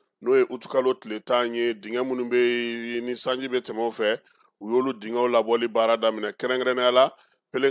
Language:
Bambara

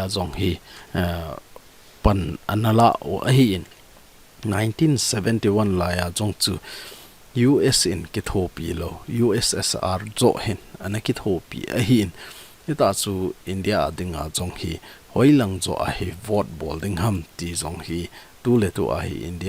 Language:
Thado Chin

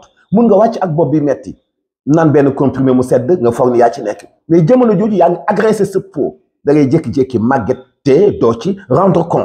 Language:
Wolof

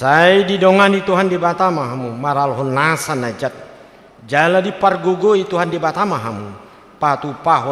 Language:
Batak Toba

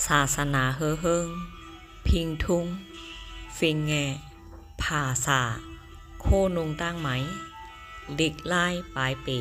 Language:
Shan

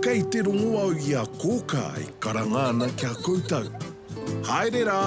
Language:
Māori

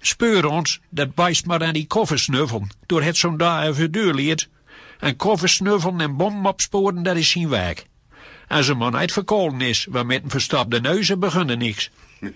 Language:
Gronings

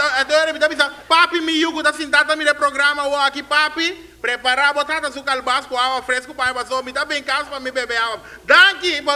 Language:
Papiamento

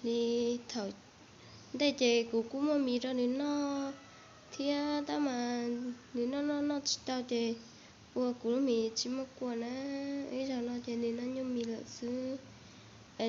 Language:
Hmong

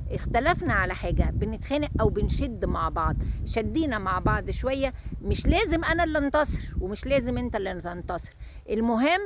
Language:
Egyptian Arabic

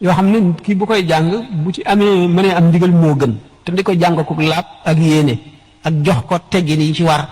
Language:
Wolof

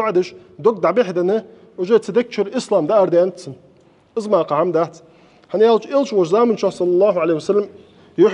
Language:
Ingush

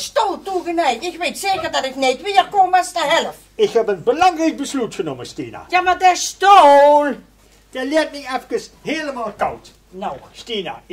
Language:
Limburgish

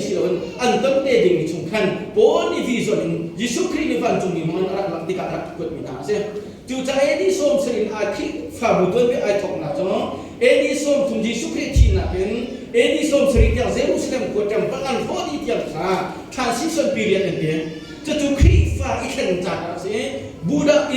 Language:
Hakha Chin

